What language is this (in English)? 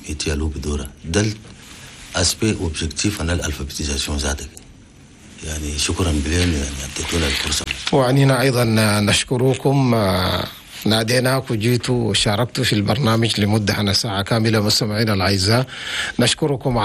Chadian Arabic